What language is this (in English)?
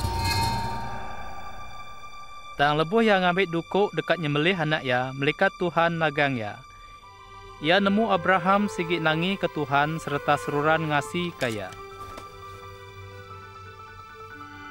Iban